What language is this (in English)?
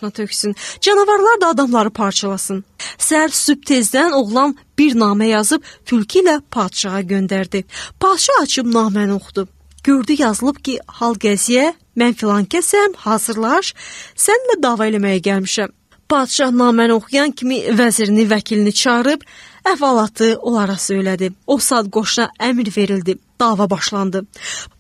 Azerbaijani